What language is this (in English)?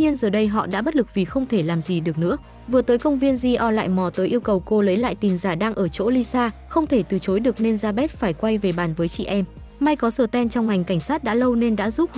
Vietnamese